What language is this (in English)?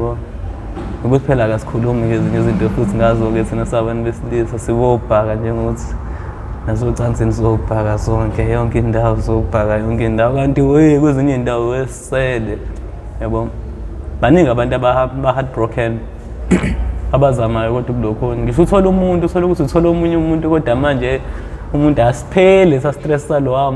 Zulu